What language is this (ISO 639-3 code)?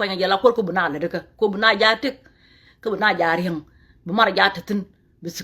nus